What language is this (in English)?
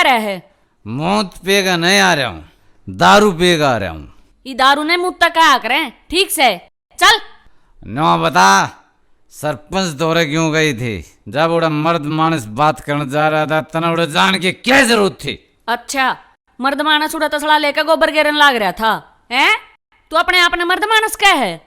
Haryanvi